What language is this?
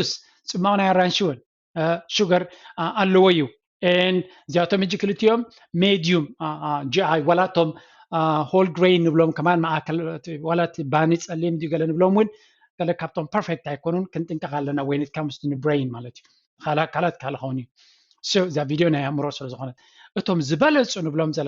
Tigrinya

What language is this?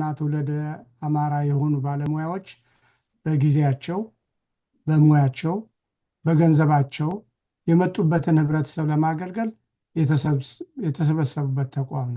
Amharic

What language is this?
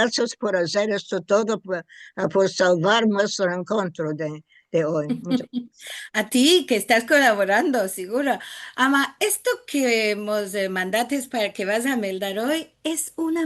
Ladino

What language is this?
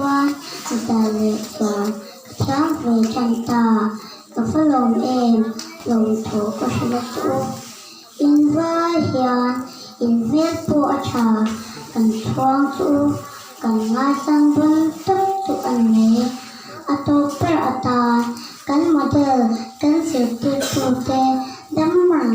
Mizo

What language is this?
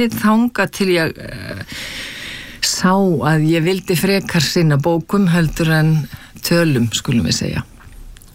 Icelandic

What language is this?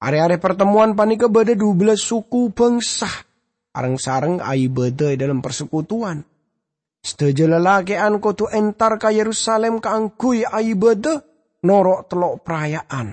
Madurese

